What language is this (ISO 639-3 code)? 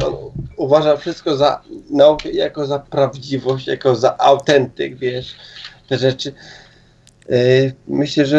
pol